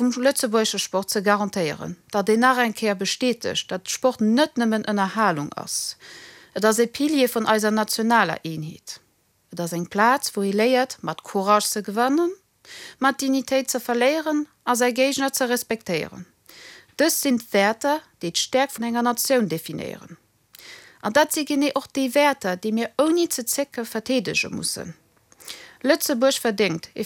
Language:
Luxembourgish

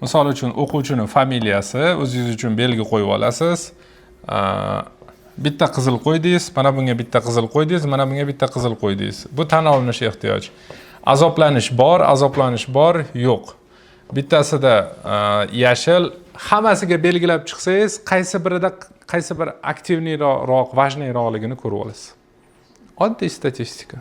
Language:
Uzbek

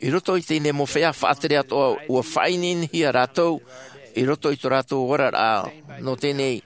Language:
Tahitian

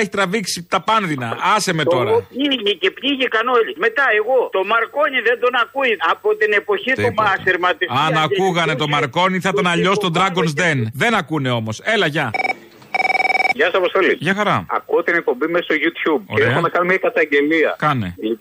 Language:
Greek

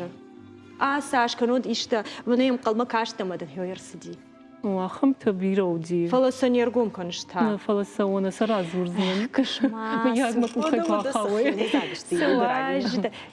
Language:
Ossetic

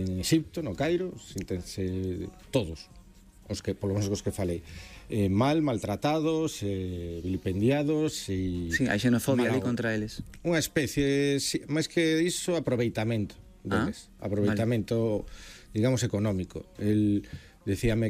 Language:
Galician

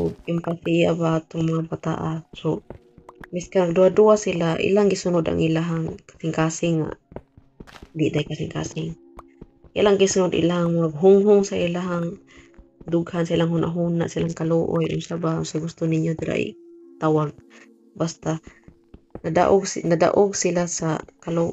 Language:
Cebuano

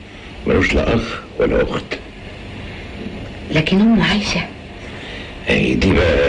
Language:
Egyptian Arabic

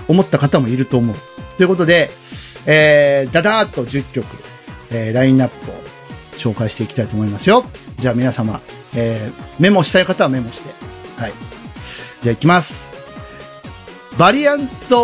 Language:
Japanese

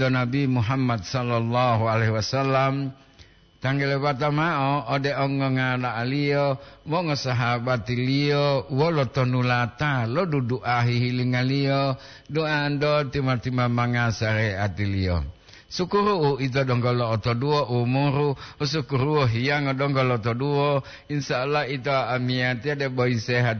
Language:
Gorontalo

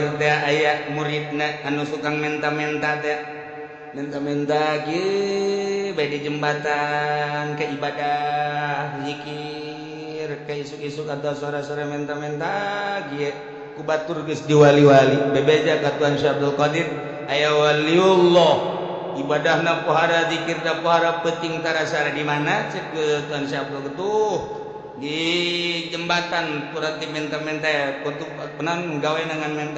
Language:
Sundanese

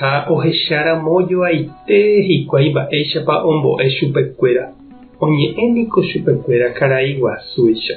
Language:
Guarani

